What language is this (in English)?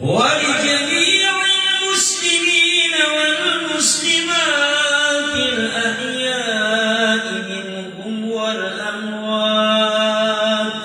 Maranao